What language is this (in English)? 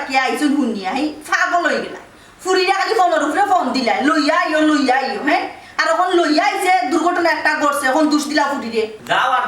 Sylheti